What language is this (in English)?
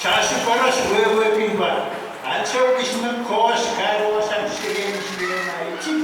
Pohnpeian